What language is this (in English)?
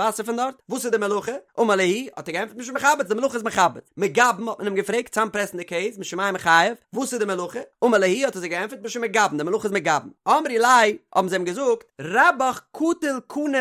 Yiddish